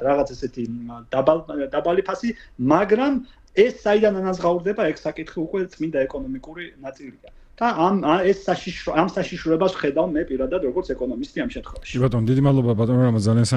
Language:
Georgian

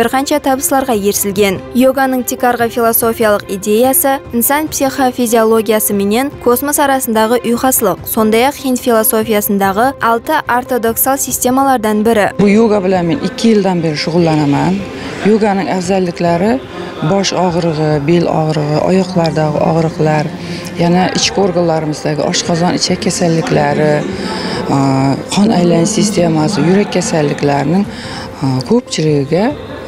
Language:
Kara-Kalpak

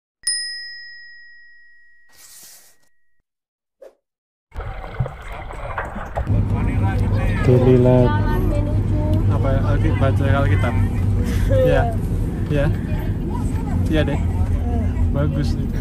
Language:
Indonesian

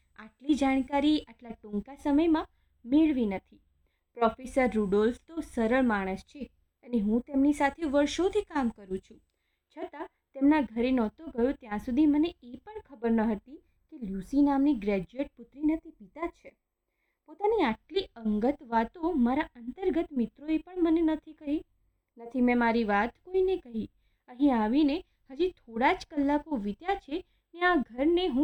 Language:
Gujarati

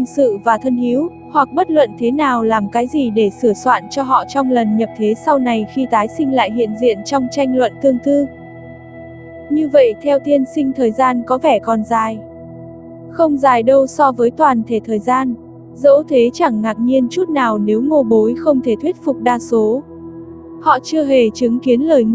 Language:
Vietnamese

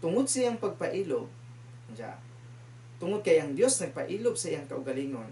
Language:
Cebuano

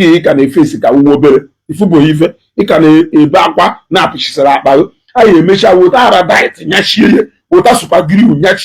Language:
Igbo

